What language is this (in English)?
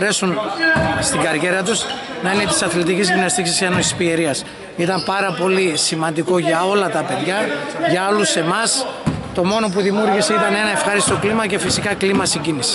Greek